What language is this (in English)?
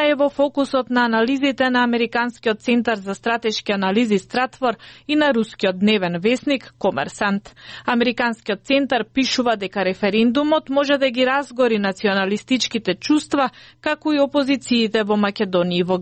Macedonian